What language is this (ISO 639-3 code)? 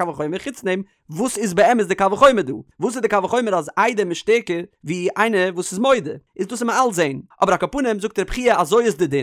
yid